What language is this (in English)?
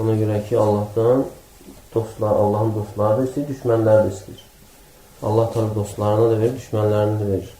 Azerbaijani